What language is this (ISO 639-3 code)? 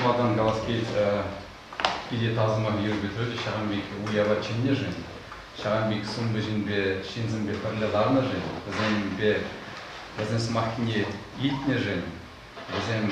chv